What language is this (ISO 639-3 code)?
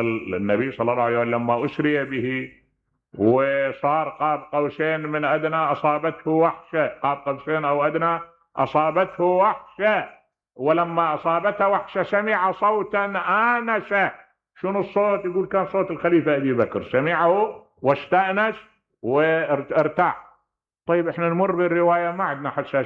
acm